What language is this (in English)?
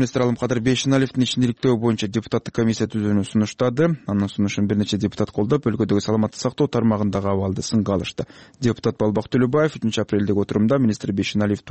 Kyrgyz